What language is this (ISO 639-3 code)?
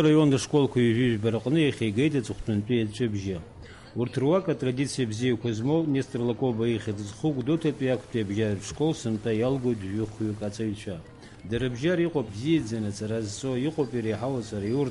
abk